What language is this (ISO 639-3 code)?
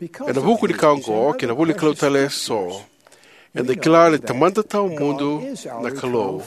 fij